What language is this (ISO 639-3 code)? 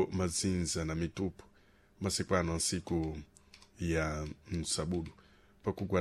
seh